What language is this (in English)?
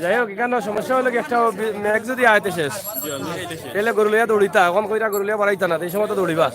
Sylheti